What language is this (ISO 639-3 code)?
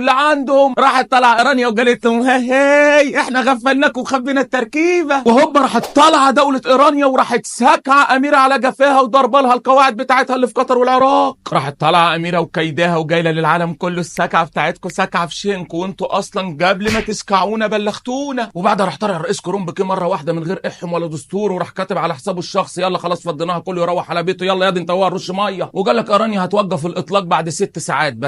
arz